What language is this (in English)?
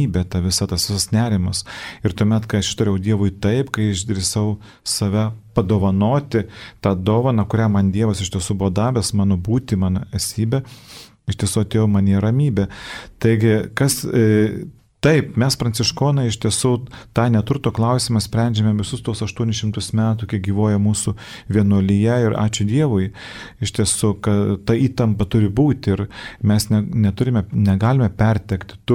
Lithuanian